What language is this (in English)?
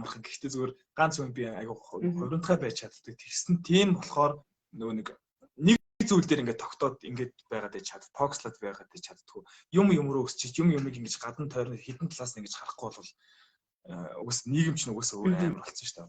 Mongolian